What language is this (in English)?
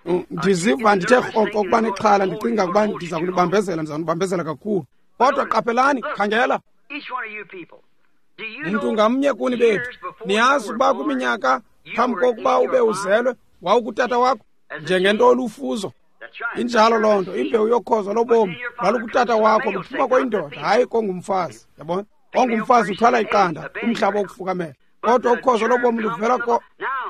Xhosa